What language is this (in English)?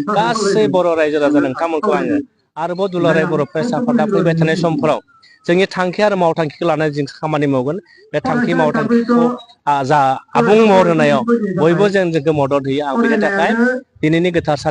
Bodo